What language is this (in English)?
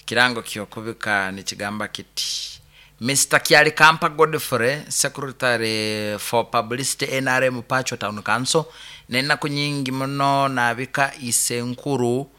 Nyoro